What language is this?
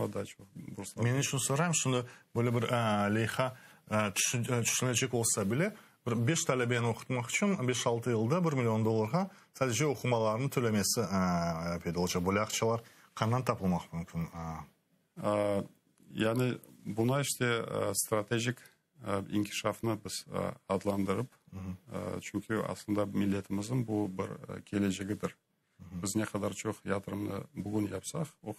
Crimean Tatar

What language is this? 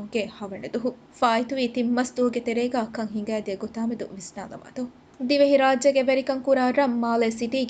Divehi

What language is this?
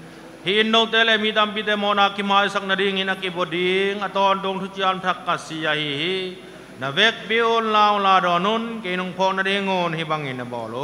Tedim Chin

